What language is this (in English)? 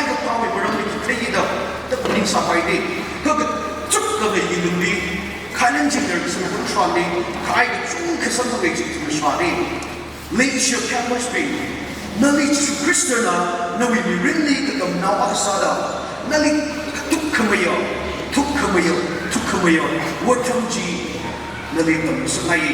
Tangkhul Naga (India)